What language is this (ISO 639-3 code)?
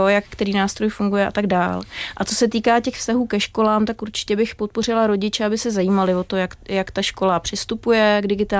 ces